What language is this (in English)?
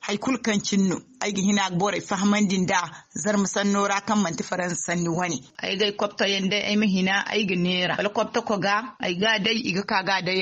Zarma